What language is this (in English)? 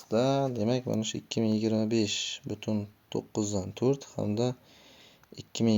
Uzbek